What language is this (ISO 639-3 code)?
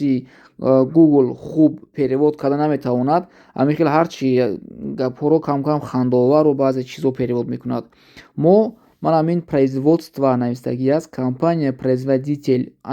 tgk